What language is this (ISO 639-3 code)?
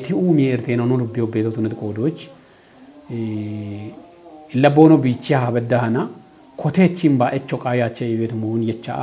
kbr